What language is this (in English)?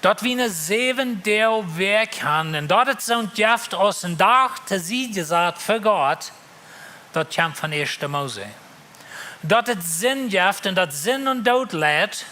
Plautdietsch